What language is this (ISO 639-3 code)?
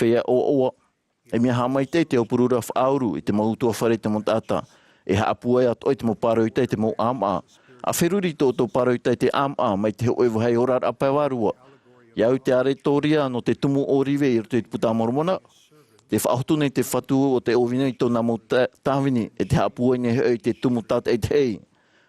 tah